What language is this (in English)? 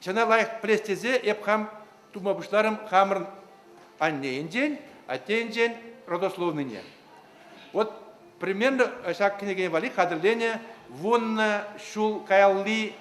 Chuvash